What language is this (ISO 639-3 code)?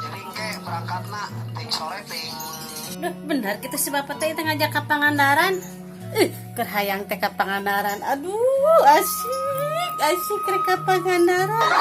sun